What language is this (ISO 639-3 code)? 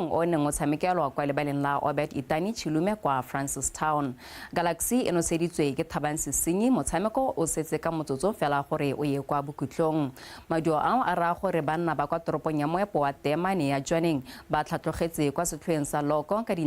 tsn